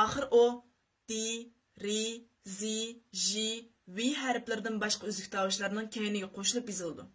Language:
Uyghur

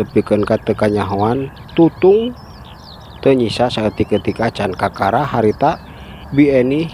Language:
Sundanese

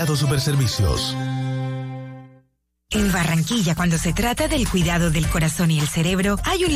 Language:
Spanish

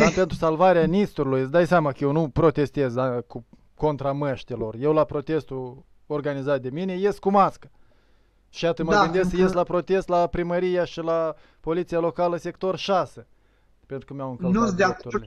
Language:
Romanian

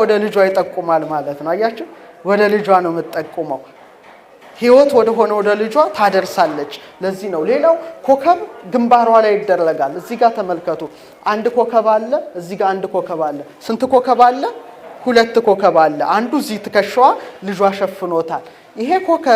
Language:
Amharic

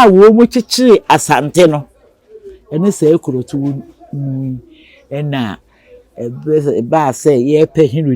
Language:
Akan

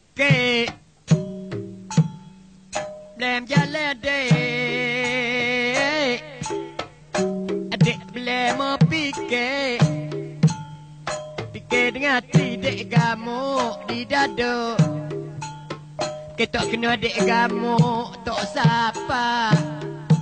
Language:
Malay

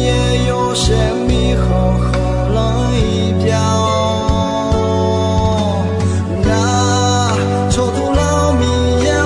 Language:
Akha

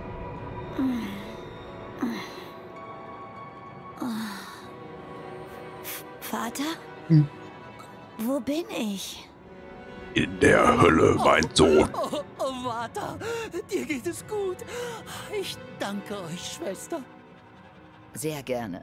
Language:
German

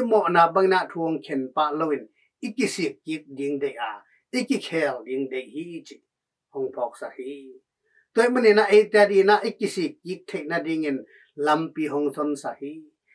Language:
Tedim Chin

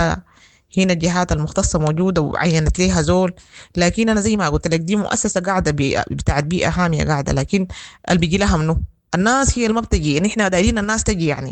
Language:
Sudanese Arabic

